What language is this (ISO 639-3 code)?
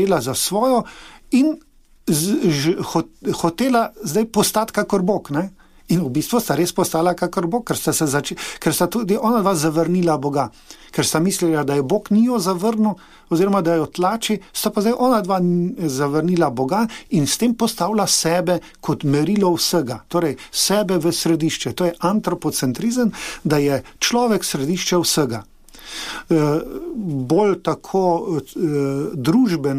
slv